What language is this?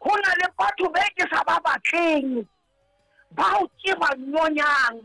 Southern Sotho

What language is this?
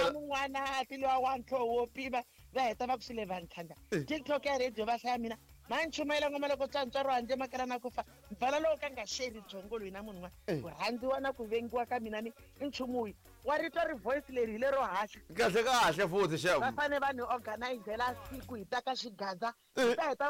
Tsonga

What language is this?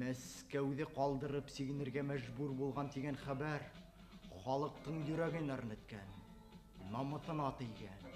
Bashkir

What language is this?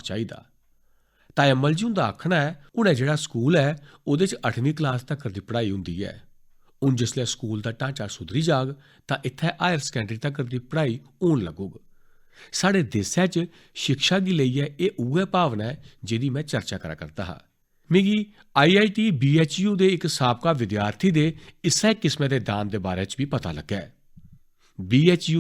Dogri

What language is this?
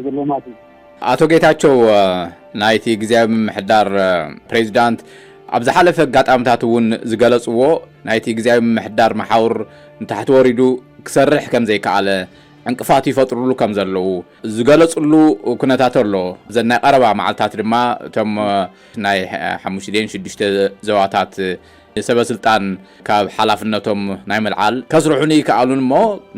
Tigrinya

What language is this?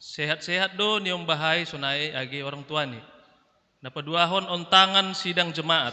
Batak Simalungun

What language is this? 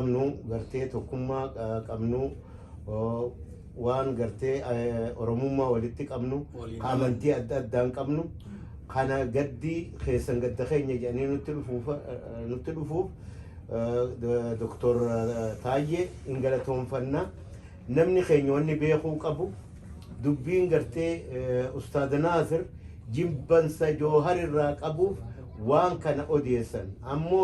Oromo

